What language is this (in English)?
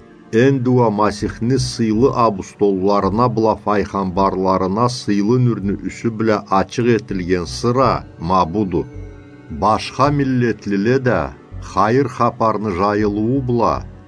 Karachay-Balkar